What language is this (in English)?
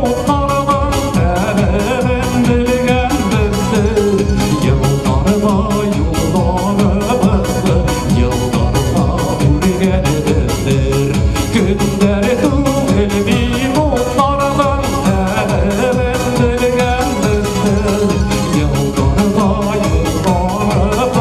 Bashkir